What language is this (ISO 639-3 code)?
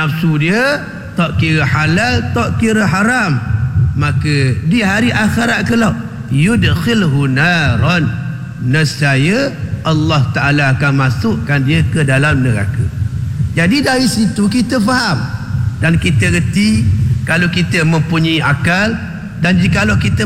msa